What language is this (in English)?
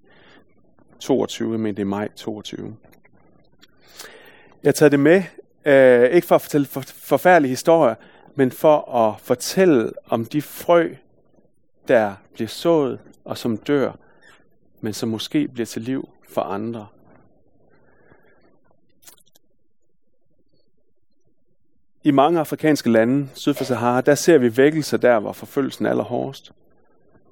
Danish